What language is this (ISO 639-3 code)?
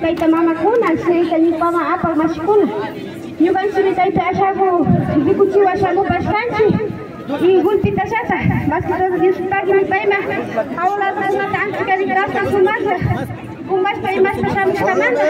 qvi